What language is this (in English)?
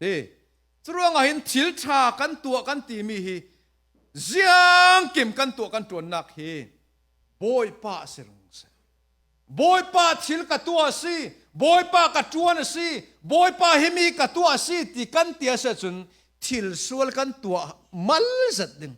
Falam Chin